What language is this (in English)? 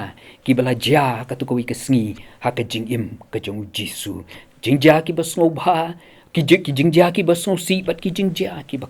Khasi